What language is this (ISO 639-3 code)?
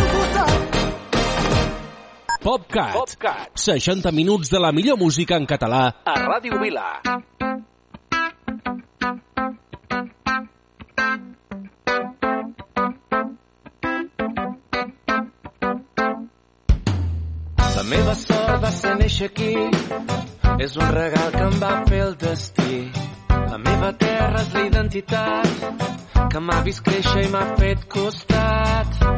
cat